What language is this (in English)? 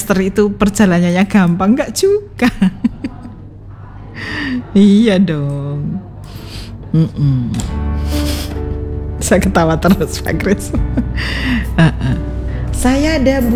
Indonesian